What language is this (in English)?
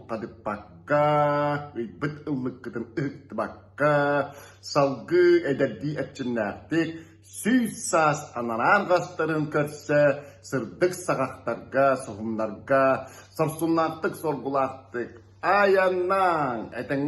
Yakut